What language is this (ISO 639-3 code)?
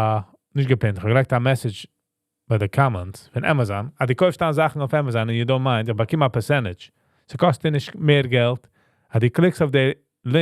yid